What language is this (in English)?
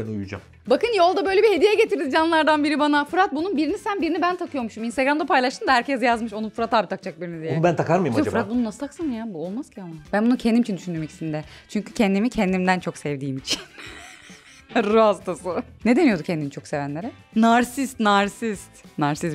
Turkish